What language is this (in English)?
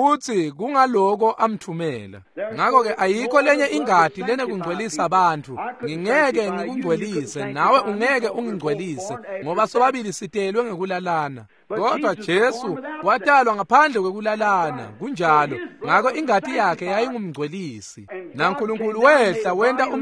Swati